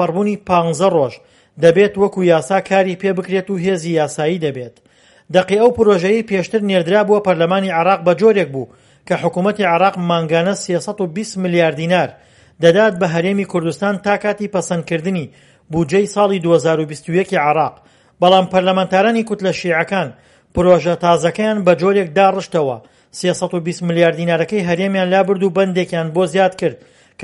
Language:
Central Kurdish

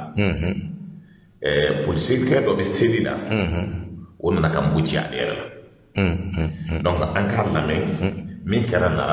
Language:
Bambara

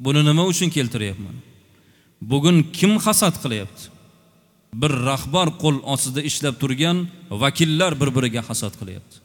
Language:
Uzbek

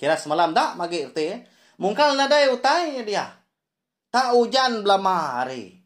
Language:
Iban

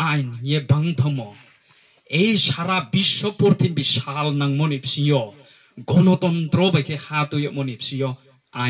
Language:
Riang (India)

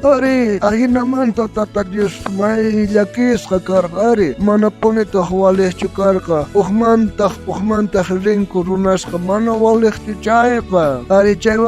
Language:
South Bolivian Quechua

